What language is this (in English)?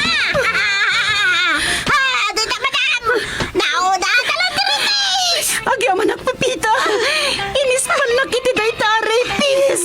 Iloko